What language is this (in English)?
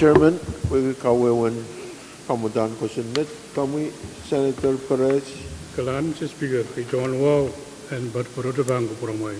Pohnpeian